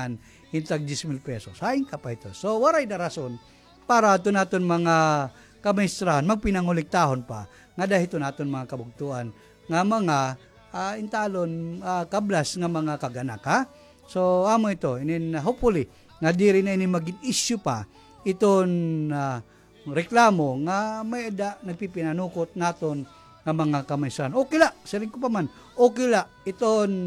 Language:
Waray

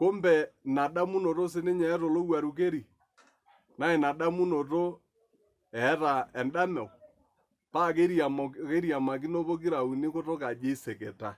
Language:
Masai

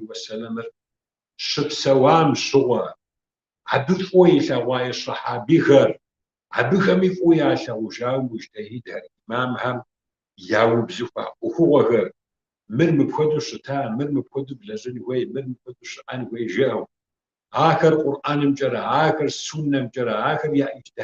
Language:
Kabardian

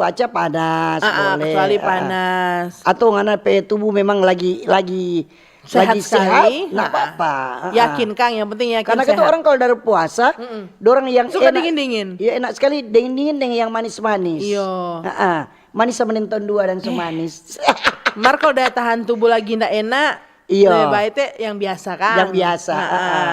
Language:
Manado Malay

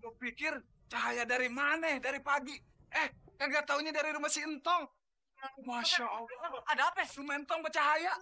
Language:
Betawi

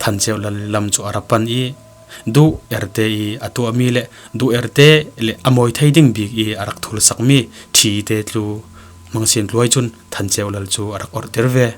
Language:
Falam Chin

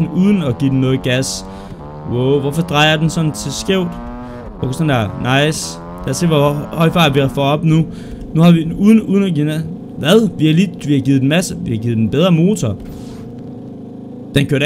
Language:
Danish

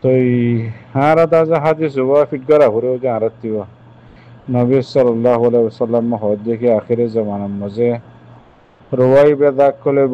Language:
Rohingya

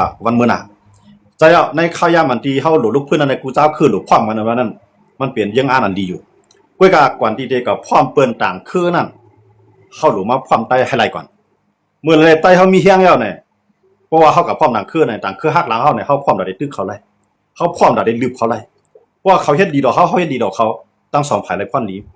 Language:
Shan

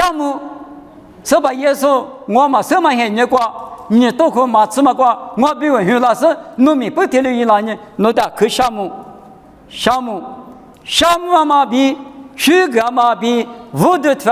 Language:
Lisu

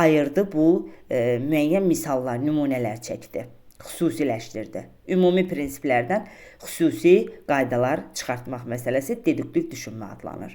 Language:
Azerbaijani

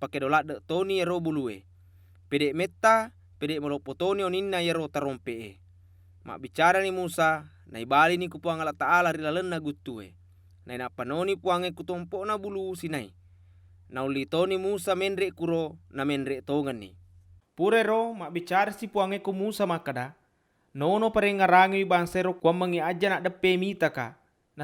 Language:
Buginese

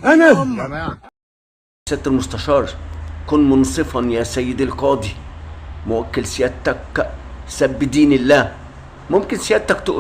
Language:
Egyptian Arabic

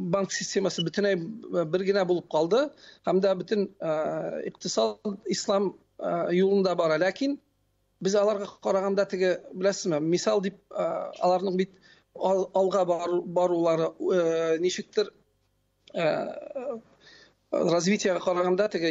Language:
Tatar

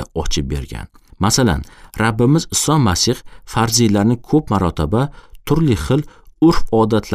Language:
Uzbek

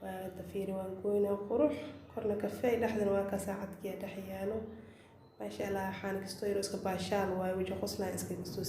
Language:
Somali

